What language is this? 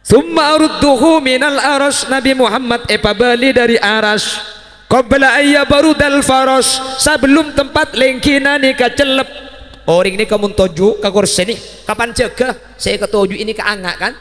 Madurese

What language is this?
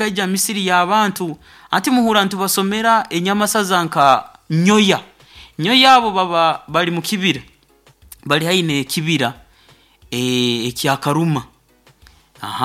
Nyoro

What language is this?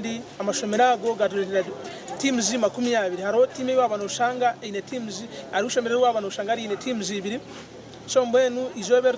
Nyankole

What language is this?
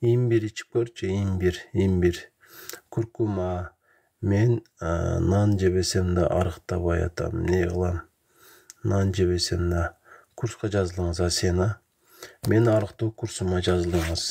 Kyrgyz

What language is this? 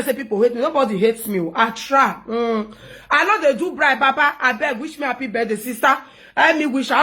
Nigerian Pidgin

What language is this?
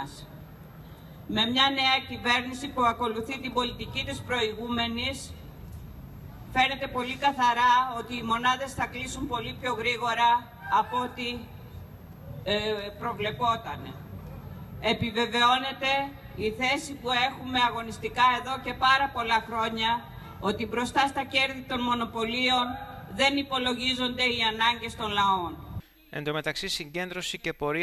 Greek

